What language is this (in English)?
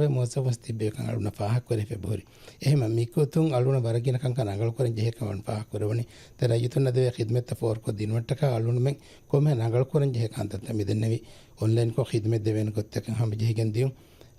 Divehi